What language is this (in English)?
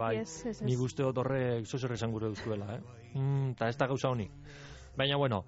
Basque